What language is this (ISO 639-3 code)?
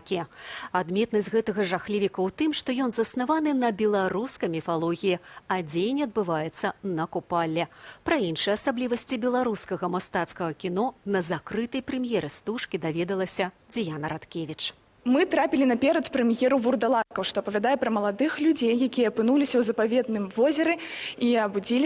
bel